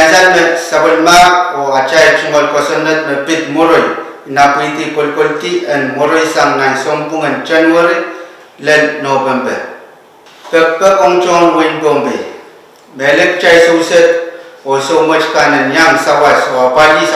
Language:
Pohnpeian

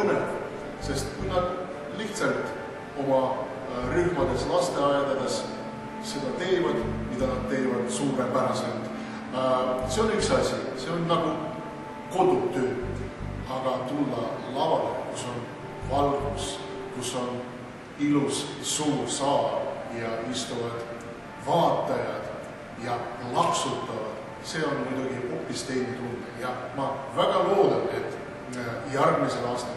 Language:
Estonian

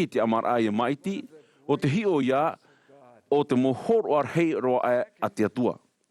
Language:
Tahitian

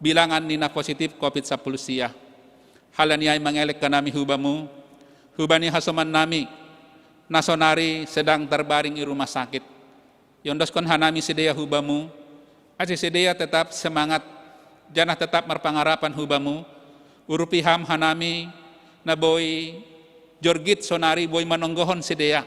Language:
Batak Simalungun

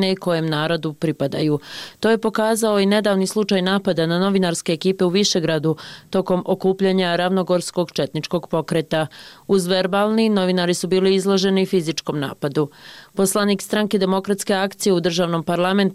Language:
Bosnian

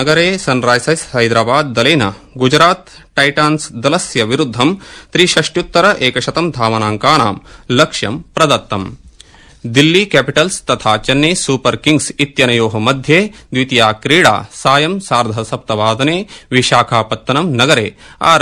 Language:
Sanskrit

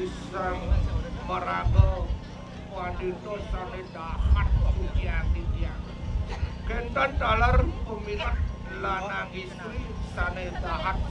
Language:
Balinese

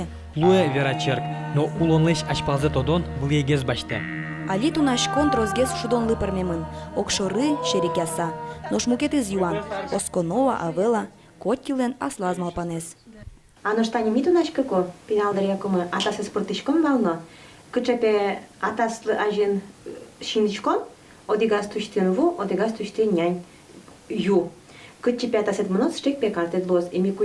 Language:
Udmurt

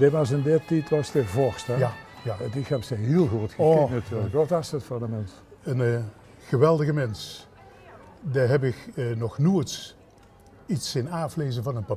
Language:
Limburgish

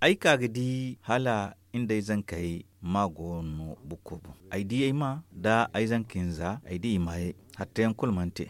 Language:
Zarma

